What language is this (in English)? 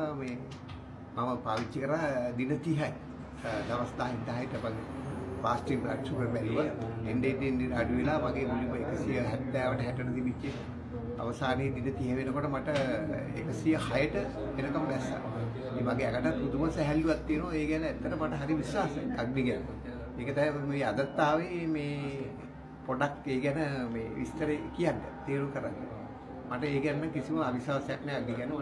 Sinhala